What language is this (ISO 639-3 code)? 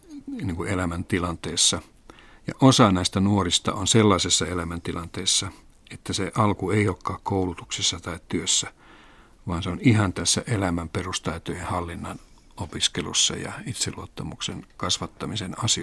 fin